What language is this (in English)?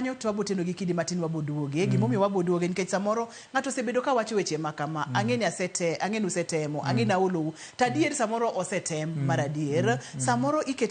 Luo (Kenya and Tanzania)